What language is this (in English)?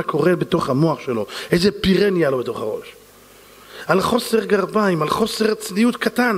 Hebrew